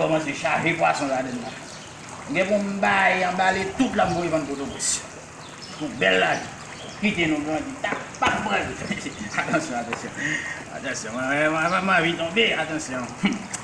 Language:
Haitian Creole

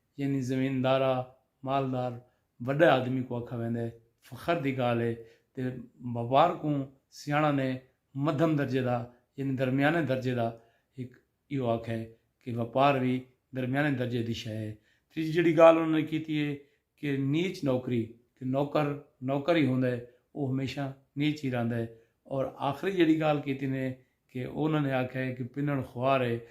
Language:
Saraiki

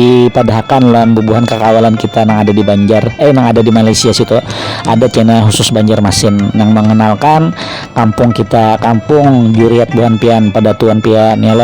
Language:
Banjar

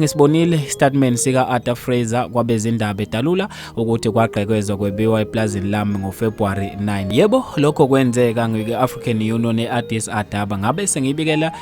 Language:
Zulu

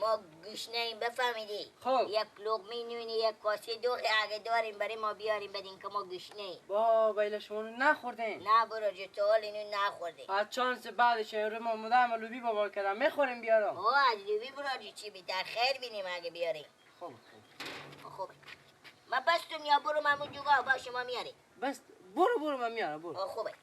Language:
Persian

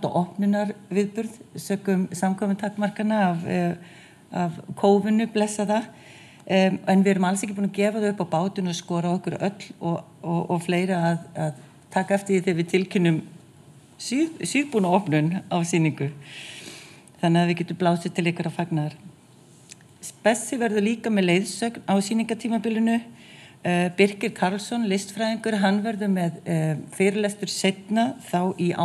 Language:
Icelandic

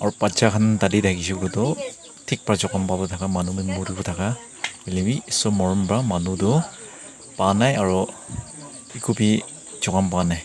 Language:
Naga Pidgin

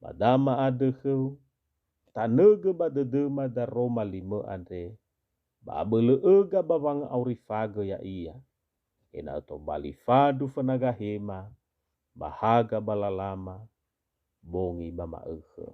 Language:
Nias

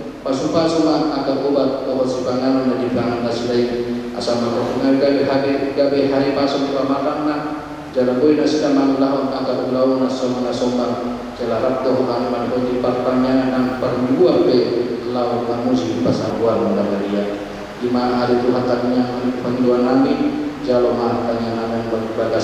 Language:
Batak Toba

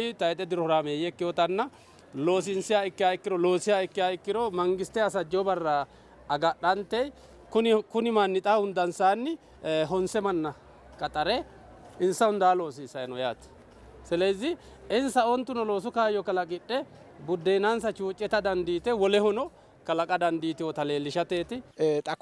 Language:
Sidamo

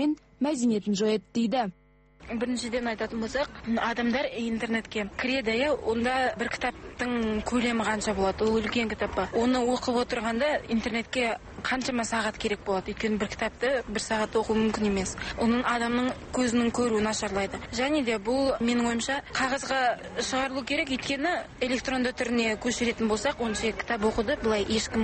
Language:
Kazakh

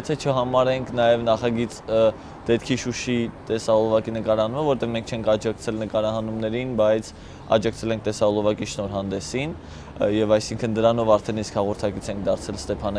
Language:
Armenian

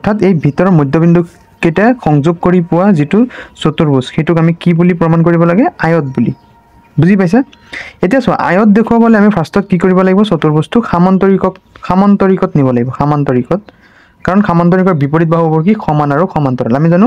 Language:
Assamese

